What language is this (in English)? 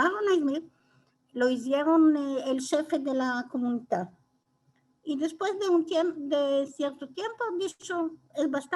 Ladino